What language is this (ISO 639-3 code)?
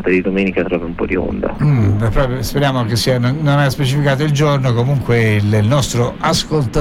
ita